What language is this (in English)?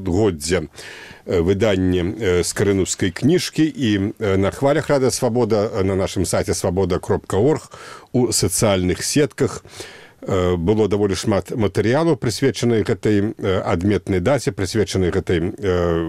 Belarusian